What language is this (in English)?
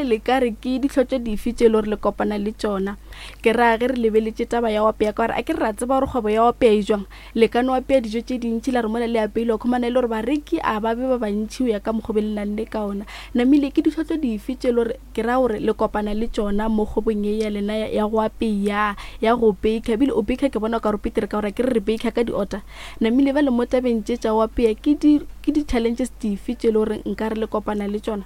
Northern Sotho